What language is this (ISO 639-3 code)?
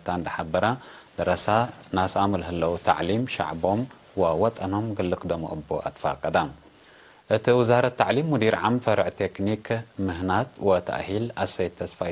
tig